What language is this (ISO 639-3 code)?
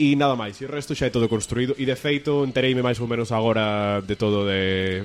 glg